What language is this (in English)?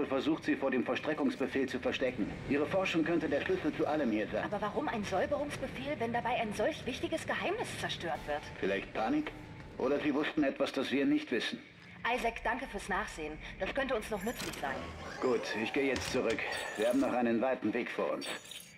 Swiss German